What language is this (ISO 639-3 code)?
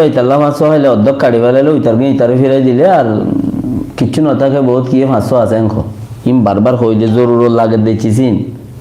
rhg